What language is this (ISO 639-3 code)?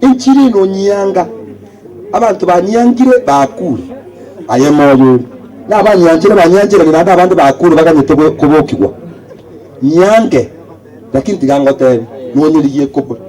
guz